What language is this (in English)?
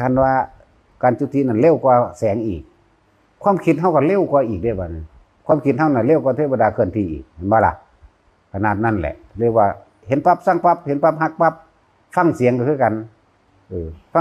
Lao